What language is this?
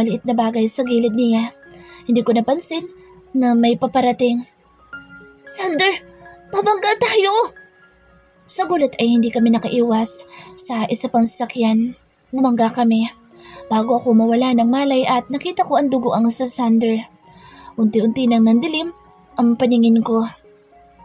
Filipino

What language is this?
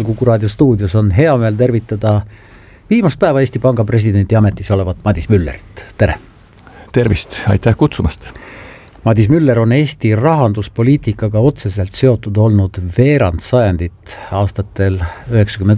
Estonian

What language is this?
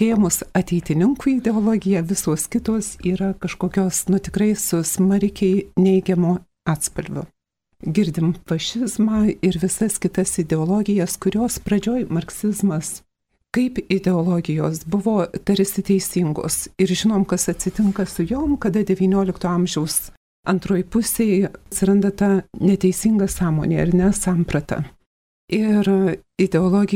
Lithuanian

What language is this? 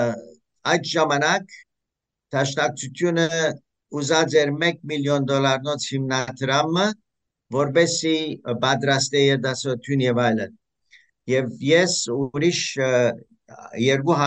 Western Armenian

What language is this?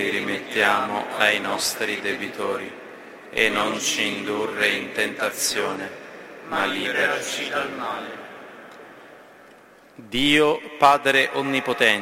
Italian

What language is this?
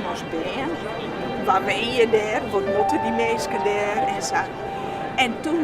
Western Frisian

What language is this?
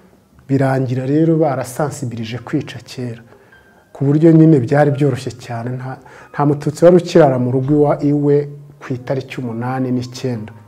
Kinyarwanda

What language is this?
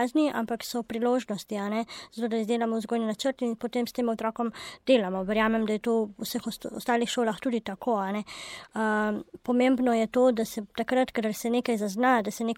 Slovenian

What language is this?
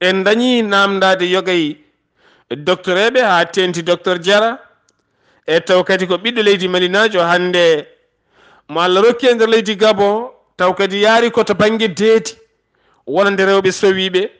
Fula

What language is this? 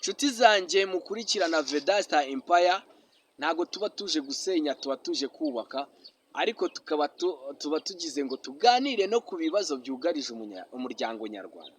Kinyarwanda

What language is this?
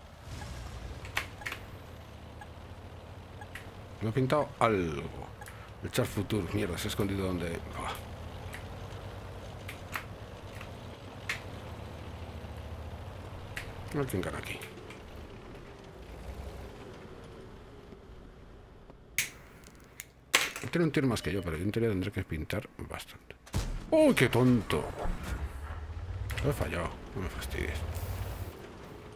Spanish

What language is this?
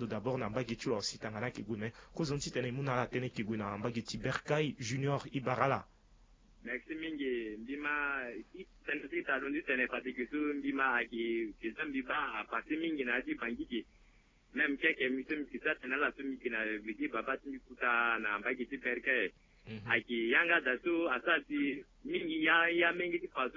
Sango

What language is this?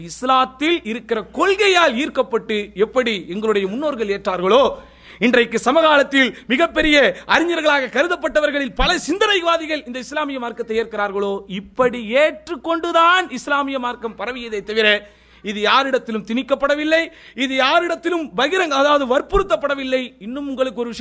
Tamil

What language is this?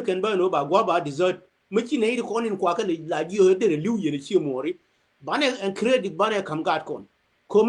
Nuer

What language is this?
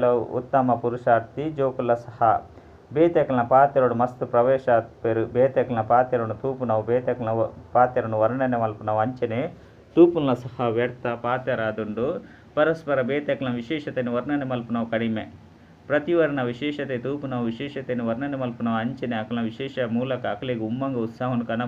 Tulu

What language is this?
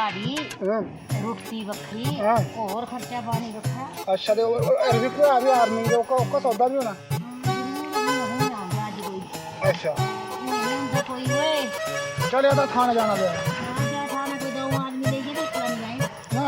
Dogri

